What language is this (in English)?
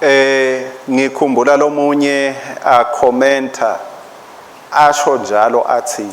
Swati